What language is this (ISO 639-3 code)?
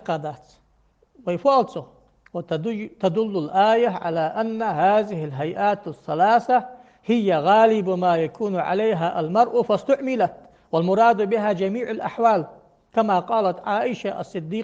inh